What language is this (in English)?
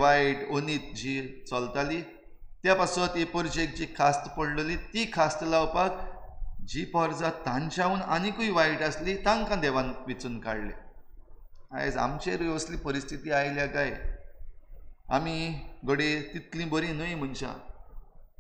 Konkani